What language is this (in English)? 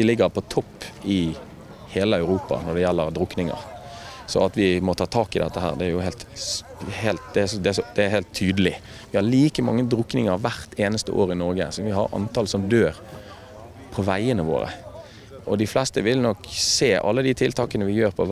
Norwegian